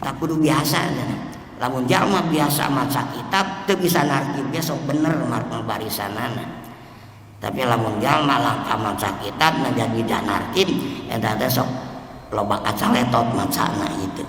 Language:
Sundanese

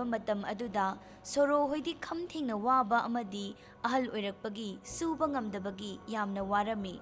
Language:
Manipuri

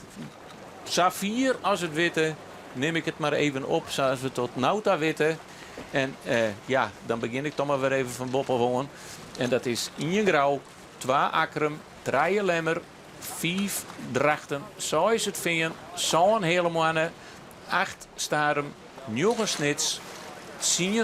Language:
Western Frisian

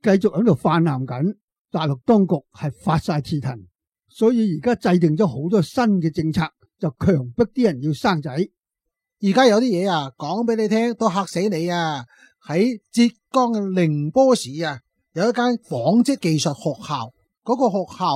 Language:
Cantonese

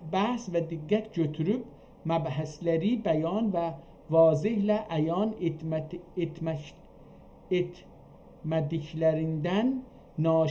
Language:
South Azerbaijani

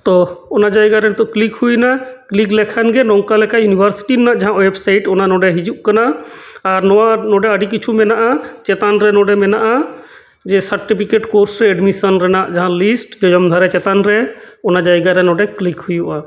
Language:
Santali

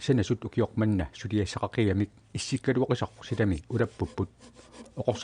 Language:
Kalaallisut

